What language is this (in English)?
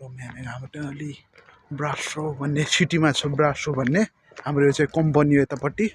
Nepali